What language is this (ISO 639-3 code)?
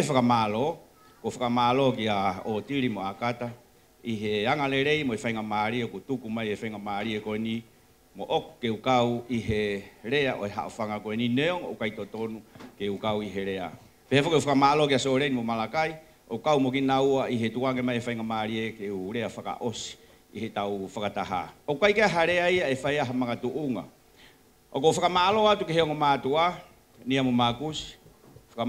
ton